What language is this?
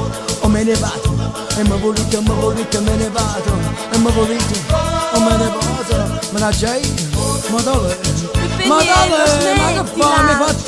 Neapolitan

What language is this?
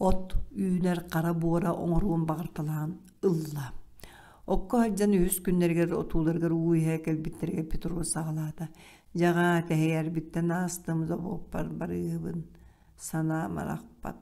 Yakut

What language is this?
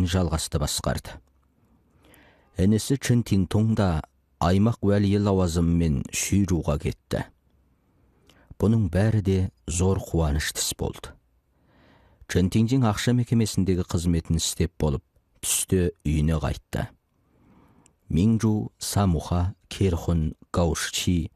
Kazakh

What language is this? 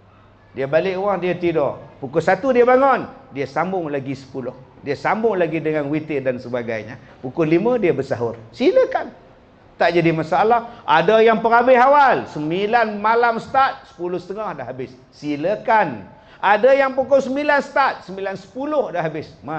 Malay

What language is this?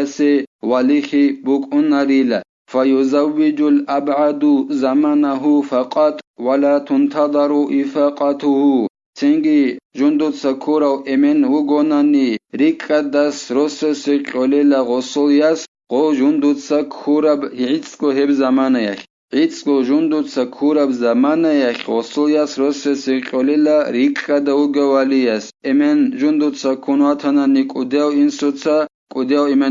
Avaric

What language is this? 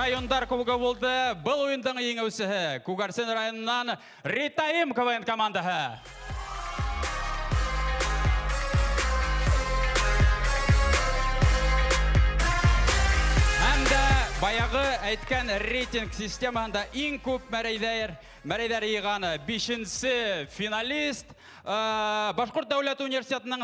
Bashkir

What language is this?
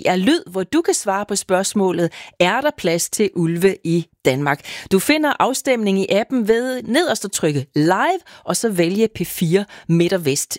Danish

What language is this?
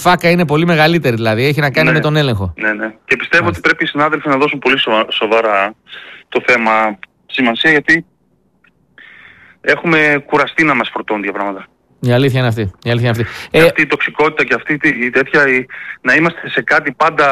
Greek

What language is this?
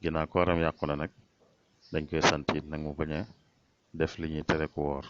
Wolof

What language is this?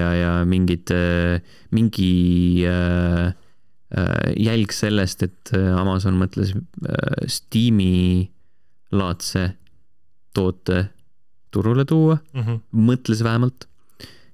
Estonian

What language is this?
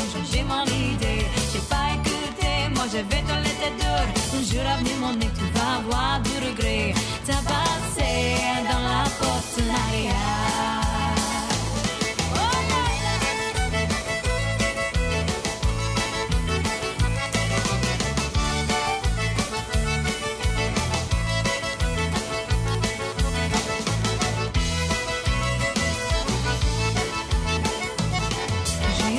Cajun French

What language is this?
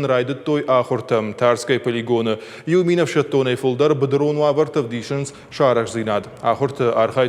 Ossetic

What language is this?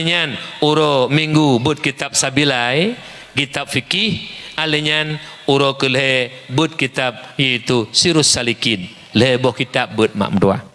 Achinese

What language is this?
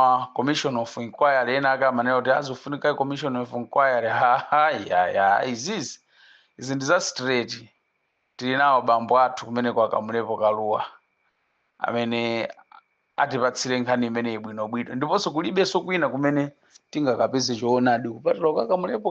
Nyanja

